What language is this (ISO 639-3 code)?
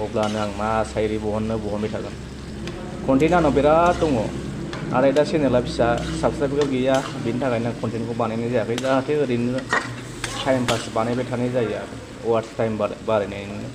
brx